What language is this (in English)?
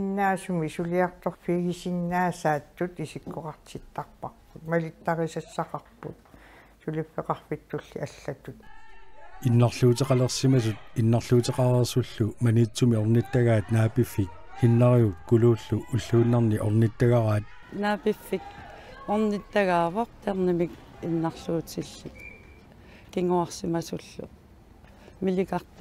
Kalaallisut